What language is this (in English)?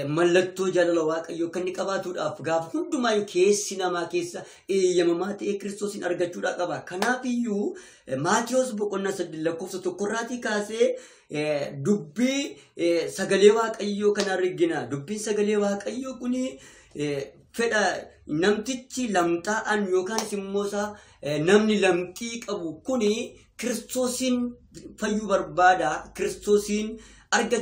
Oromo